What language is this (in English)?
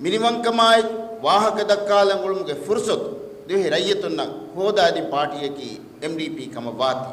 Divehi